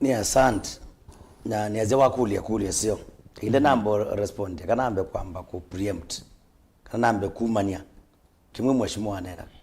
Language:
Kamba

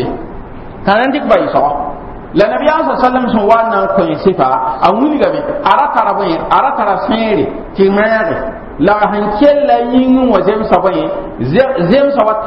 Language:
Mossi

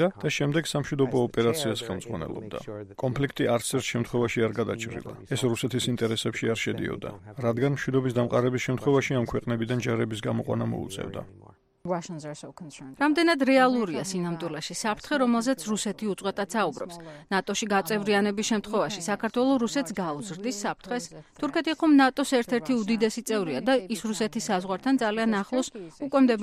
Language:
Georgian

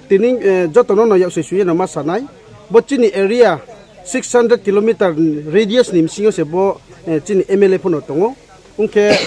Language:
Riang (India)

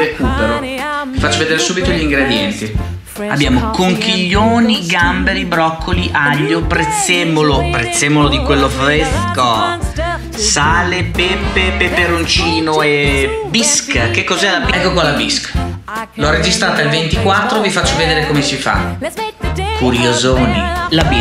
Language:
Italian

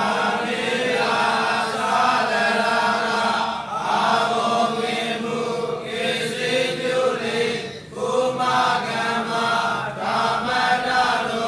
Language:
Burmese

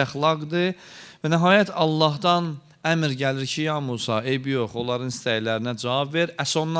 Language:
Azerbaijani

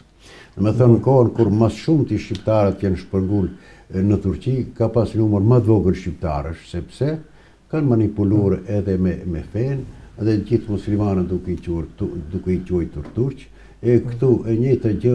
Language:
Albanian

